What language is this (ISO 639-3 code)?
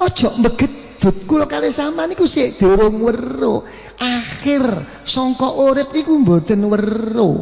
jav